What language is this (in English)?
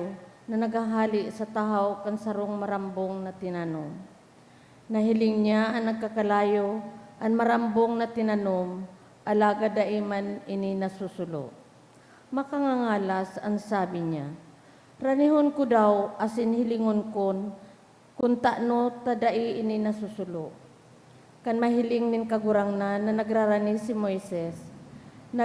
Bikol